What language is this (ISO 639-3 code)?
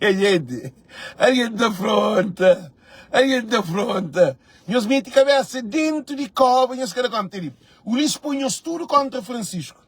kea